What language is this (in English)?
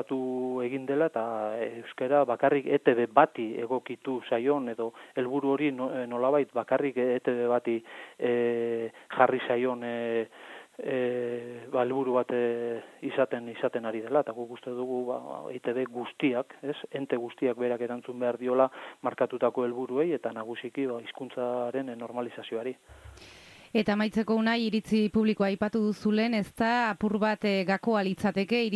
Basque